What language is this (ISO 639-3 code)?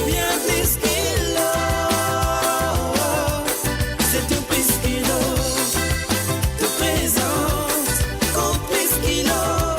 mfe